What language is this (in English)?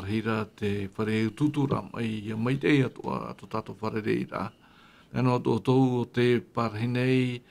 Tahitian